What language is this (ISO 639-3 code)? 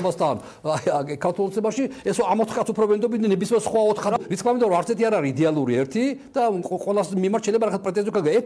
kat